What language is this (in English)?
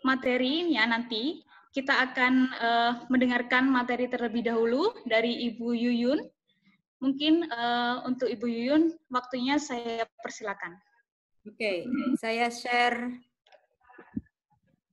Indonesian